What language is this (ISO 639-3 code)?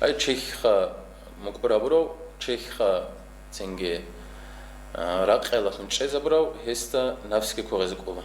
ava